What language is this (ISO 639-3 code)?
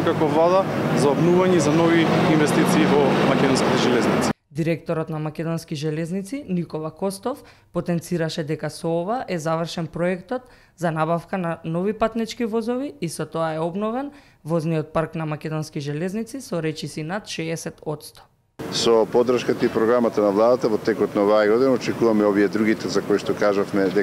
mkd